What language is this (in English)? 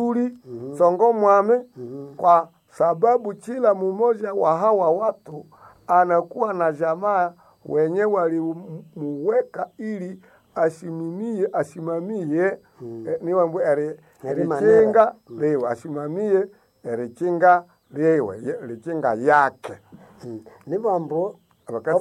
Swahili